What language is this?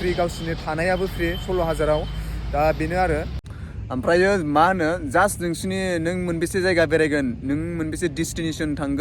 Bodo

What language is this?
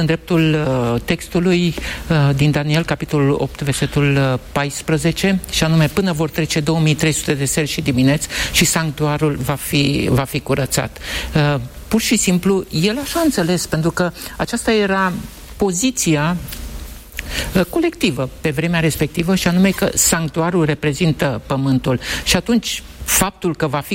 Romanian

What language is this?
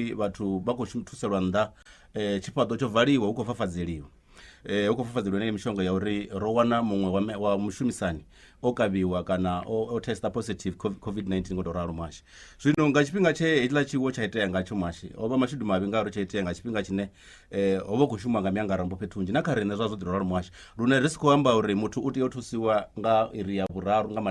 Venda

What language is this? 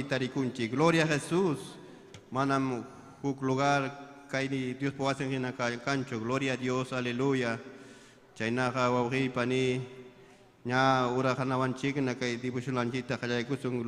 Ayacucho Quechua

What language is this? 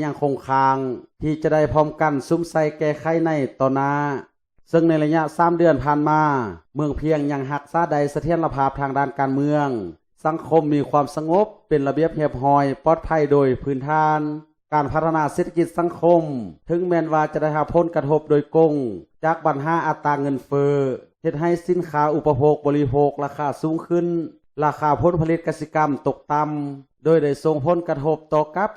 Lao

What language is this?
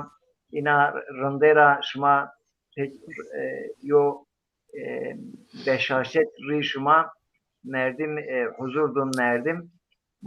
Zaza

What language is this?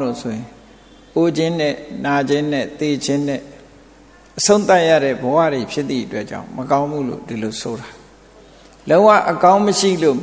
Burmese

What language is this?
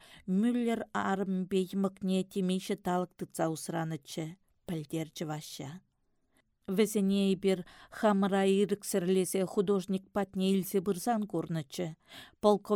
Chuvash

